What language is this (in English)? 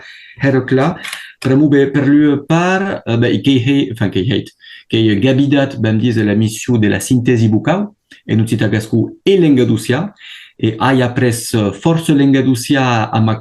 Occitan